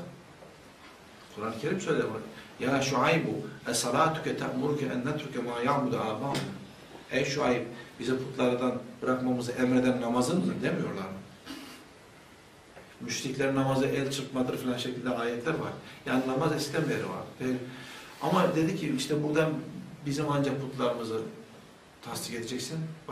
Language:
Turkish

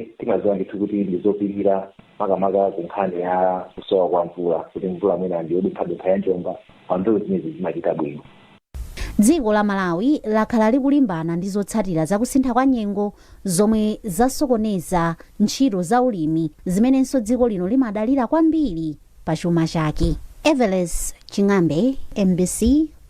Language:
Nyanja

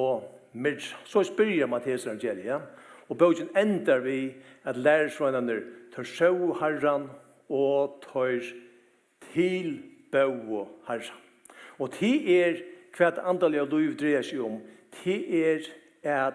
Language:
Faroese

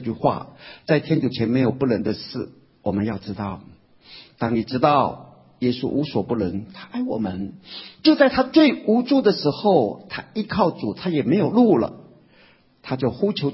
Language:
Chinese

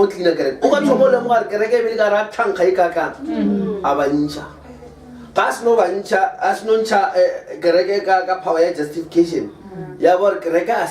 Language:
Northern Sotho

